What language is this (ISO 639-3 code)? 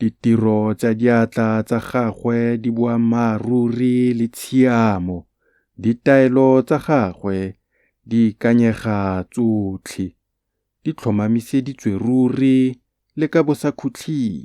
tsn